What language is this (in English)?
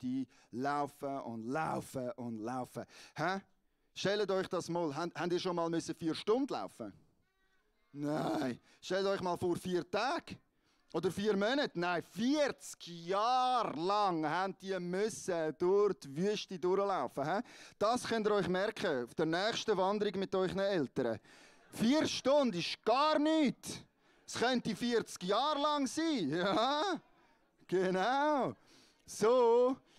Swiss German